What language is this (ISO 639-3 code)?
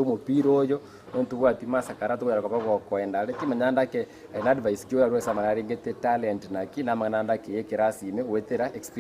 guz